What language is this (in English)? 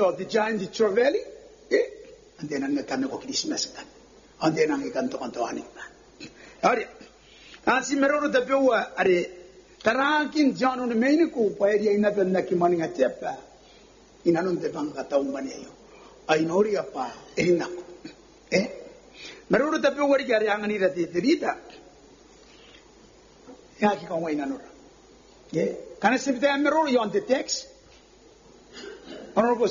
Gilbertese